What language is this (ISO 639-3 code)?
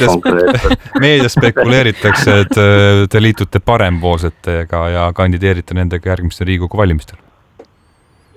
est